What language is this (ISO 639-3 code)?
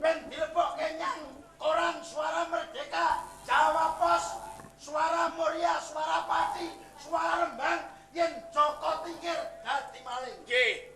jav